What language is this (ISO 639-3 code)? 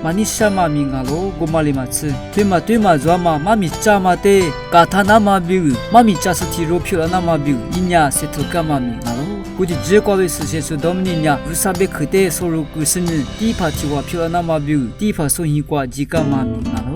lis